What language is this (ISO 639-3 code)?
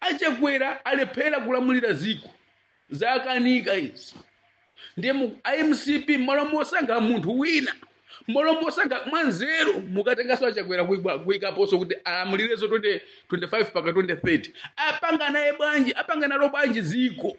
nya